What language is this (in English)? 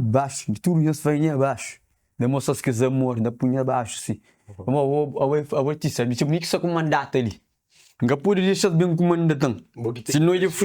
Kabuverdianu